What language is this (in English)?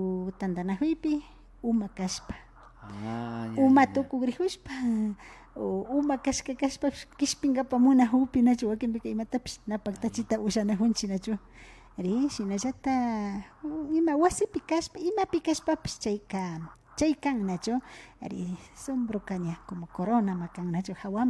Imbabura Highland Quichua